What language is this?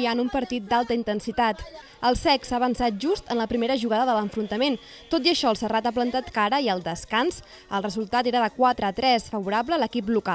Catalan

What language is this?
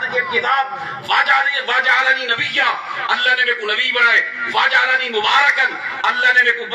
Saraiki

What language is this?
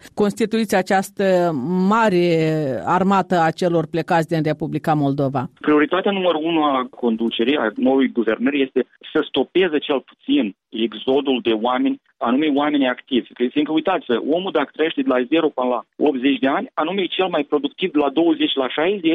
Romanian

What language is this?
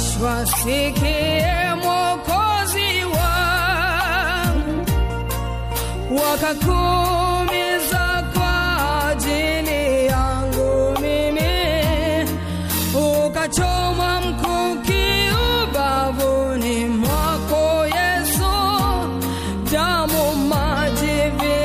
Swahili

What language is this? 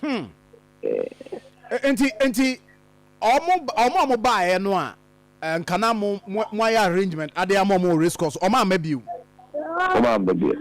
Akan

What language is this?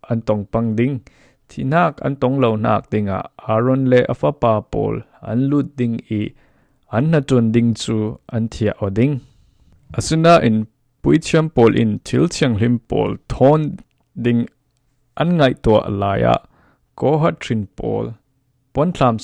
Falam Chin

